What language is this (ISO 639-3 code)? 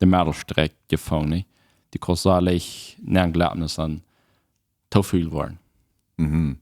pdt